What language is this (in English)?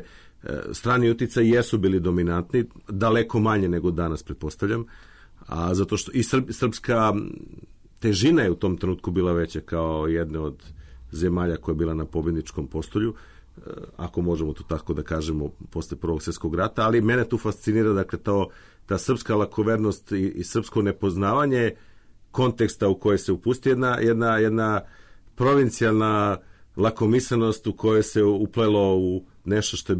Serbian